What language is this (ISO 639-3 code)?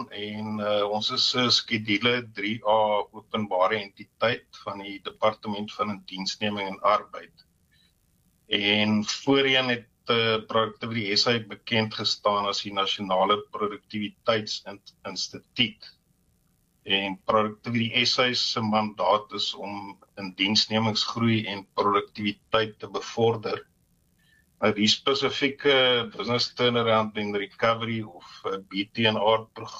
afr